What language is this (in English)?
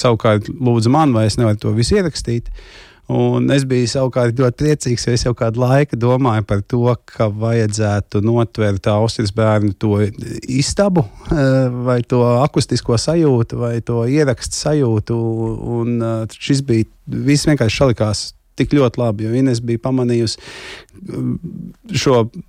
Latvian